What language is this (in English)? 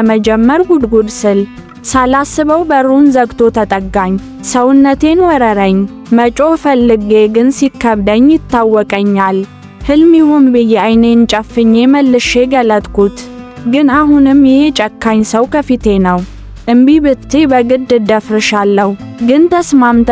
Amharic